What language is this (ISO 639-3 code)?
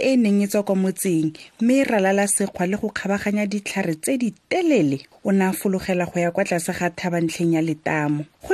tsn